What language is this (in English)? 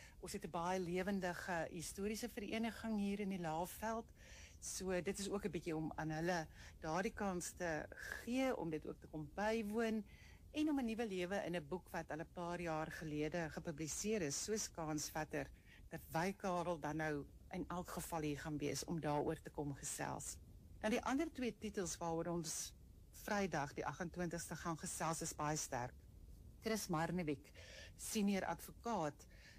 Afrikaans